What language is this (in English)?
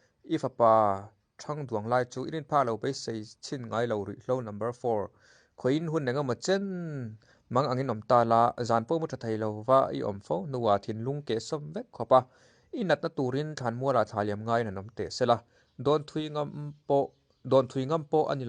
Hakha Chin